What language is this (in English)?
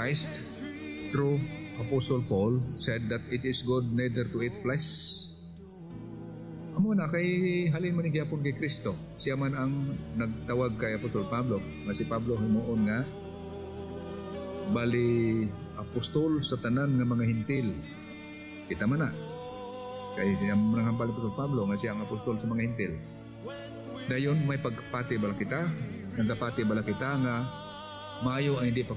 Hiligaynon